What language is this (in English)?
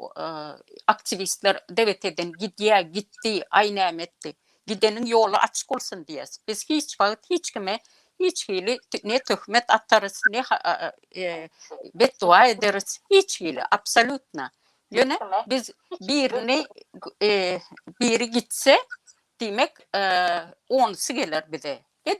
Turkmen